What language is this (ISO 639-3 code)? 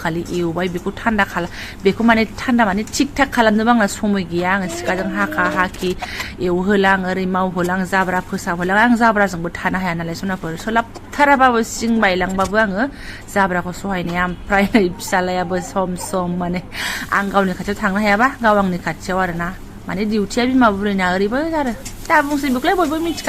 brx